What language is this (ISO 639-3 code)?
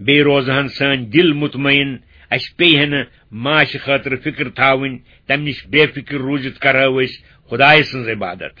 kas